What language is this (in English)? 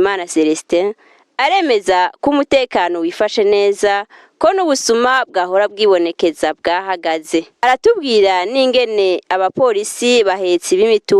Rundi